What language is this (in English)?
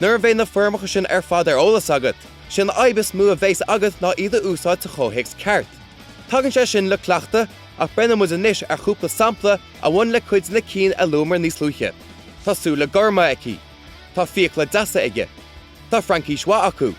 Irish